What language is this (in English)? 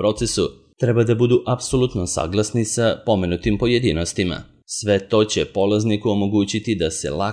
Serbian